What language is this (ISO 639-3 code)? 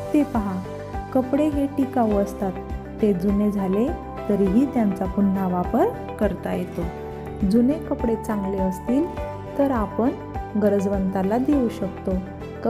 mar